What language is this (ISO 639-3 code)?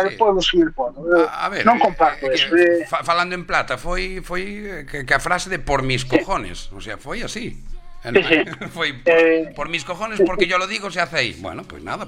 glg